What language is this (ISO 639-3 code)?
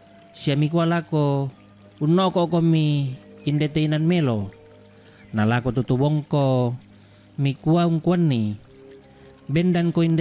sda